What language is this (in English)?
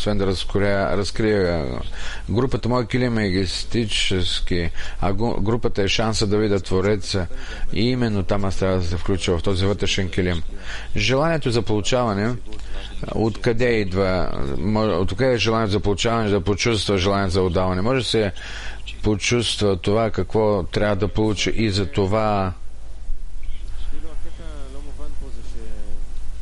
Bulgarian